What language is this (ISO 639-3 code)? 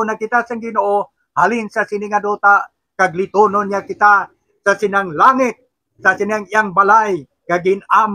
hil